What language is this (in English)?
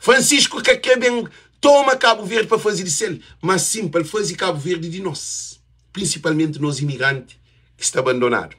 Kabuverdianu